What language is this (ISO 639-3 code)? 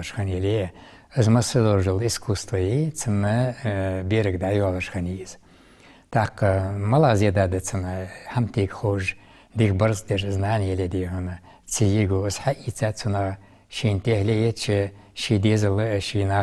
inh